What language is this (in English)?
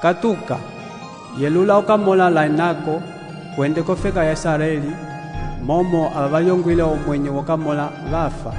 Umbundu